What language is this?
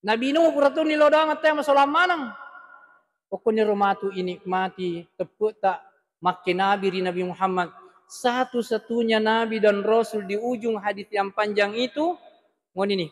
Buginese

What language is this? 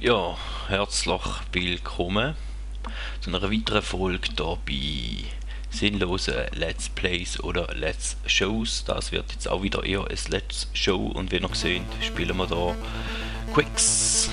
Swiss German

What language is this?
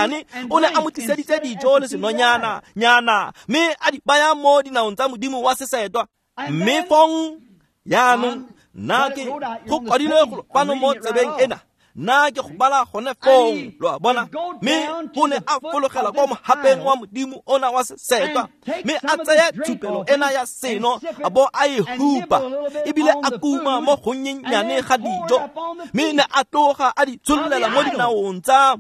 Tswana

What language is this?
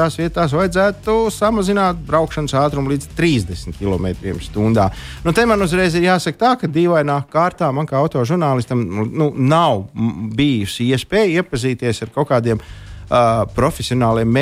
Latvian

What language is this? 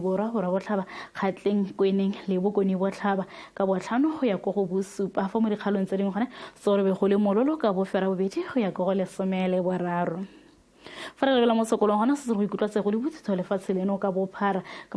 Tswana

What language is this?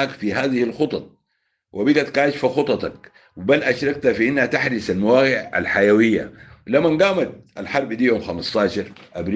Sudanese Arabic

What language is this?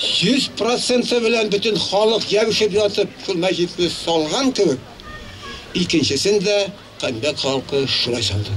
Bashkir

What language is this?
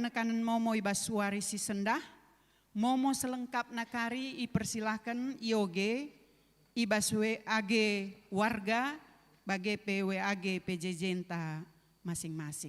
Batak Karo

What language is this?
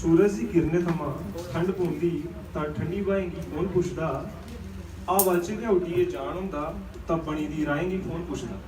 Dogri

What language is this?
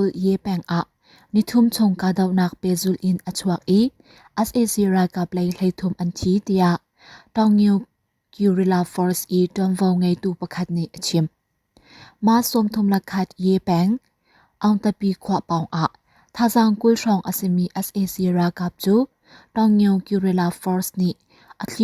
Hakha Chin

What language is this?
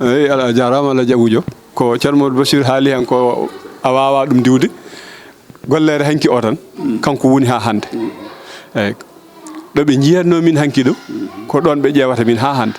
Fula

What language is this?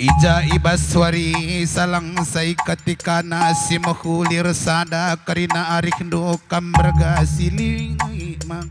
Batak Karo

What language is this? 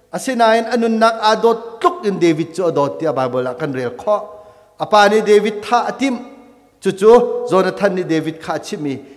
Hakha Chin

